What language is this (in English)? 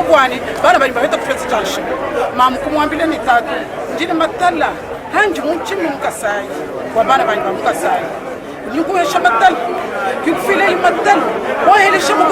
Luba-Lulua